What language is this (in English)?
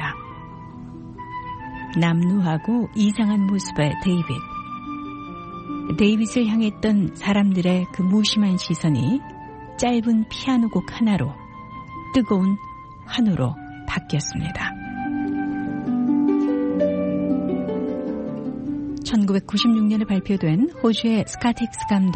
Korean